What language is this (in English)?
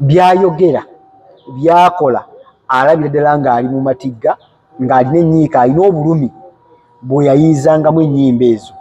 Ganda